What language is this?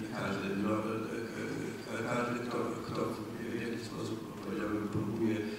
Polish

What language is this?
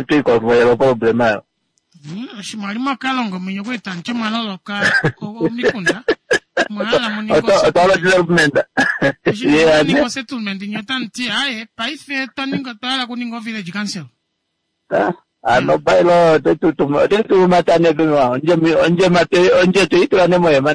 Kuanyama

